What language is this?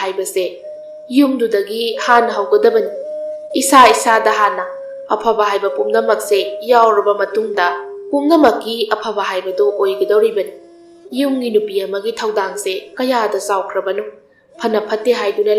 Manipuri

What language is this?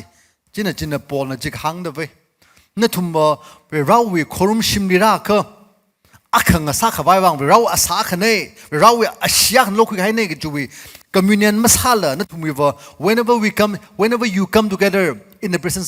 Tangkhul Naga (India)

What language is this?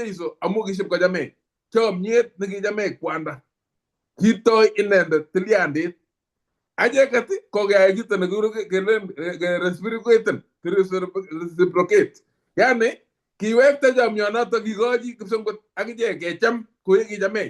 Kalenjin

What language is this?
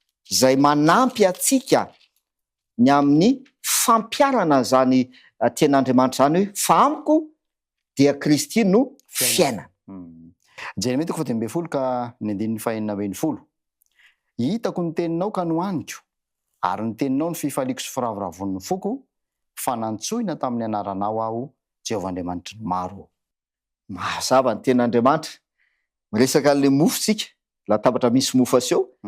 Malagasy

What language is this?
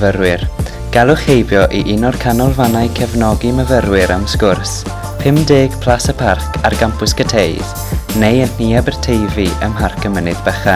Welsh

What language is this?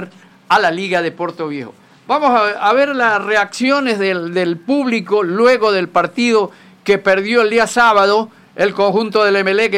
Spanish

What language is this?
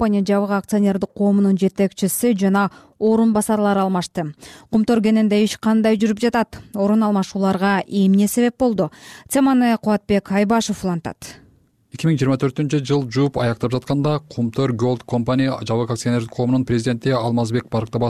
Kyrgyz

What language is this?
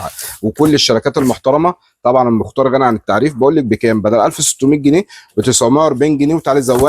Egyptian Arabic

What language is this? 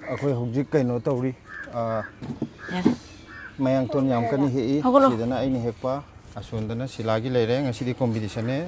Manipuri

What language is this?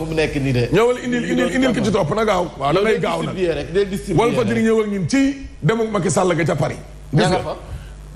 Wolof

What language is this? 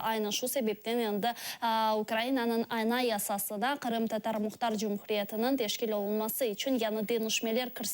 Crimean Tatar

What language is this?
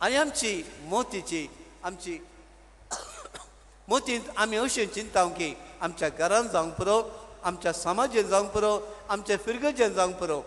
Konkani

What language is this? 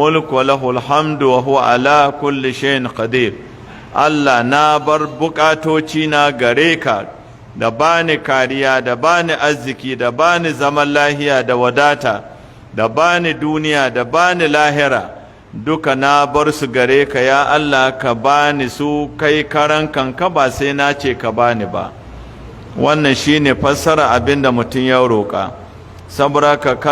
Hausa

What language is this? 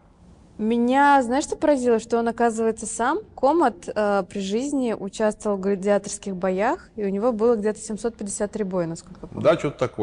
Russian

